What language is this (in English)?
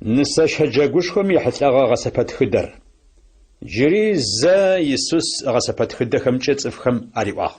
Adyghe